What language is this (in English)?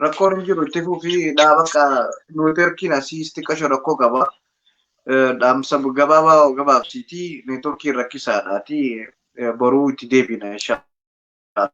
Oromo